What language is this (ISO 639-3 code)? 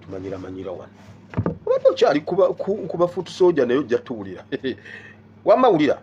lug